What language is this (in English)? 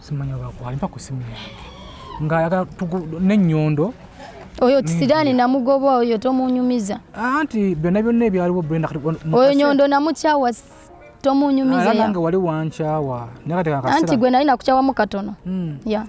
Ganda